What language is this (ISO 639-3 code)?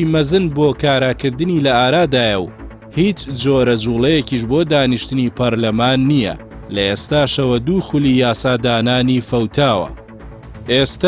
ckb